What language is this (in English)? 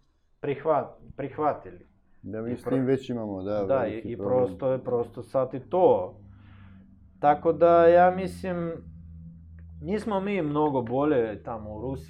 Serbian